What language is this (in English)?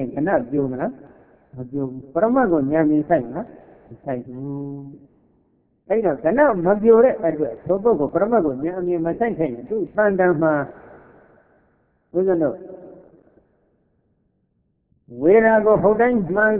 Burmese